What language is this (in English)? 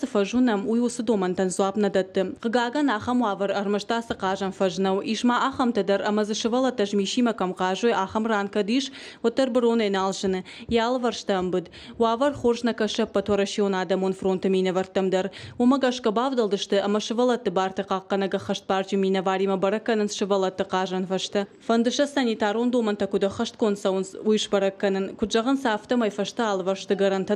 Ossetic